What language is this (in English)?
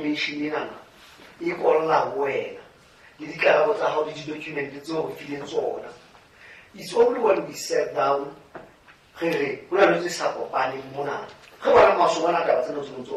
Southern Sotho